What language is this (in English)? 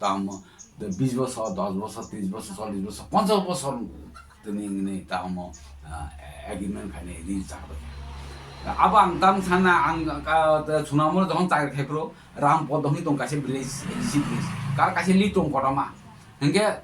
Kok Borok